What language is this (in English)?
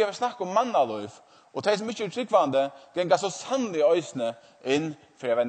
Faroese